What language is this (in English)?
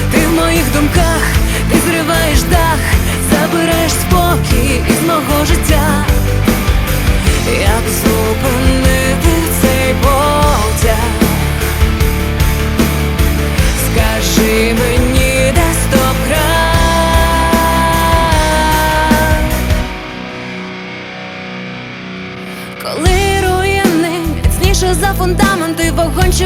Ukrainian